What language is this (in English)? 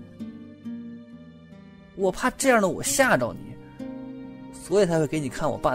Chinese